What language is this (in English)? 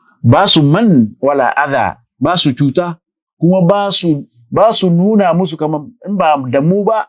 Hausa